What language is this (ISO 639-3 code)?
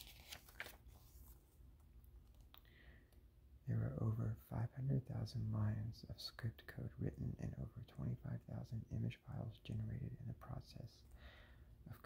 eng